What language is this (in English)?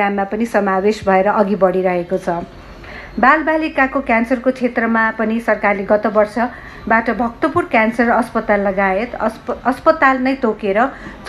Nepali